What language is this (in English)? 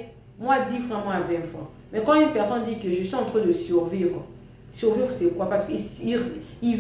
Lingala